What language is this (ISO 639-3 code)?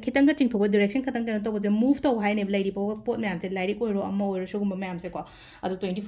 mni